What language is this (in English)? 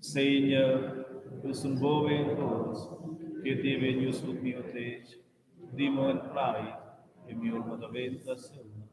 Romansh